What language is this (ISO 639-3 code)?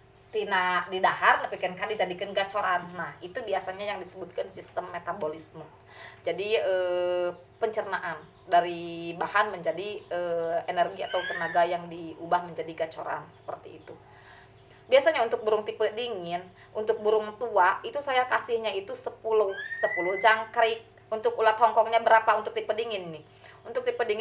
ind